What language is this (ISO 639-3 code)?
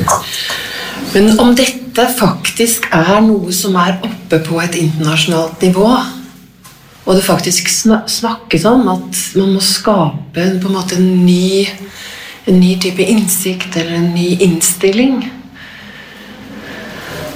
nor